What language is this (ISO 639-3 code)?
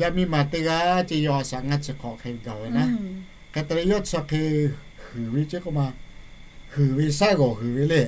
lhu